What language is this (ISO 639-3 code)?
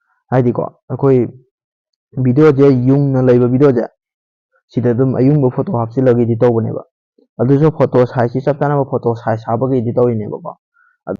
mni